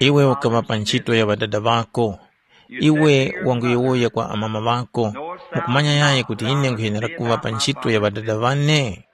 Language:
Tumbuka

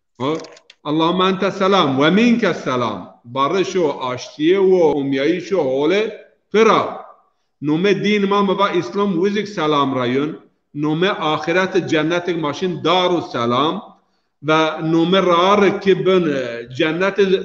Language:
Zaza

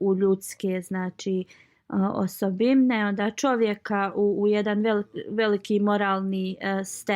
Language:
Bosnian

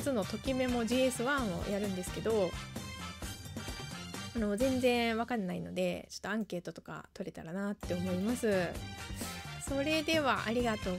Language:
Japanese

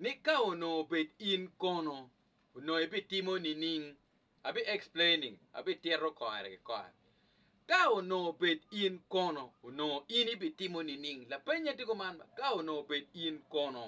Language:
Acoli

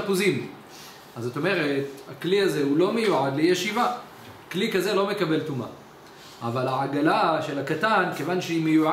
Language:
Hebrew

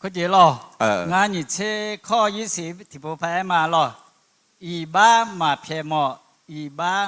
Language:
Akha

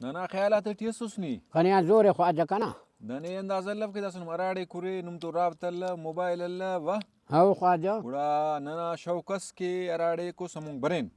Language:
Brahui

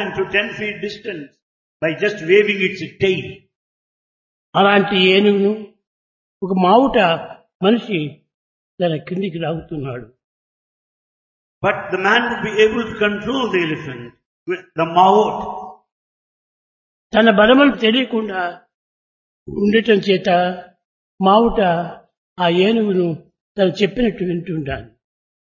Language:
Telugu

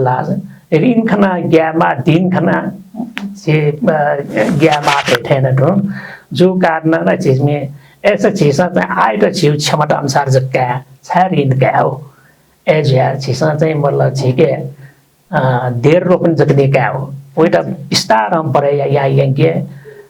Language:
Newari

